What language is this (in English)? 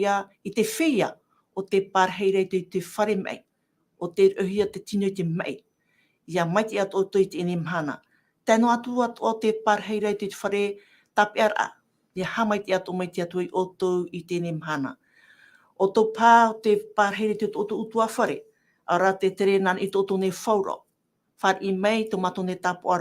Tahitian